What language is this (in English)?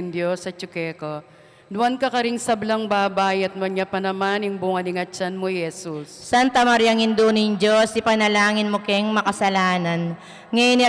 Pampanga